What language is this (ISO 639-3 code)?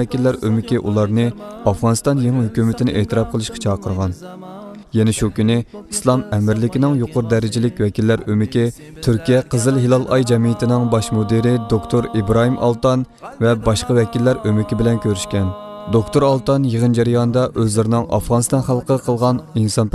uig